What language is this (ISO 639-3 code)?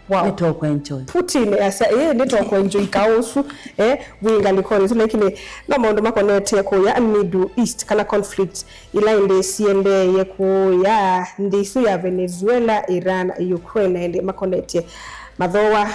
kam